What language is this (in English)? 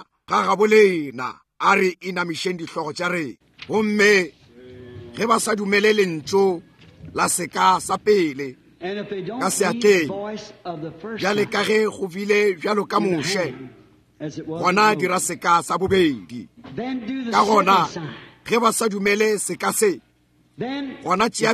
Northern Sotho